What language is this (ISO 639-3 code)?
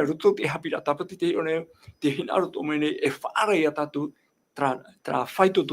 tah